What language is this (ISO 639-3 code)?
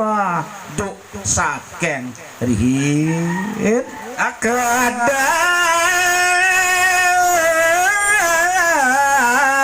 ban